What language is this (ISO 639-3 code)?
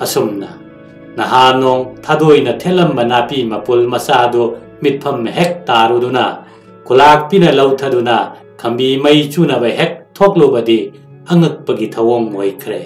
mni